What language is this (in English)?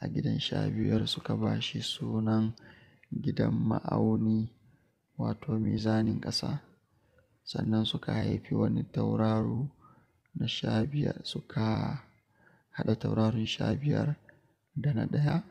Hausa